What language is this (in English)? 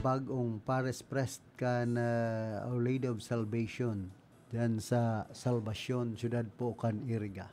Bikol